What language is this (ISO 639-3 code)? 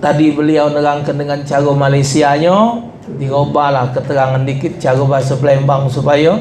mui